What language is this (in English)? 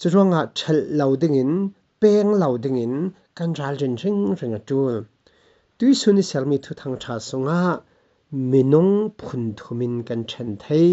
Falam Chin